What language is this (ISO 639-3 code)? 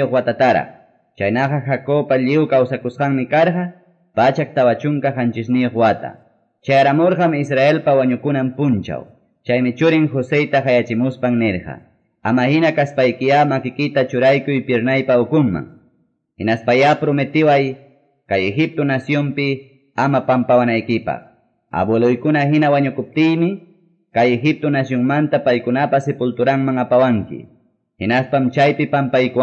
que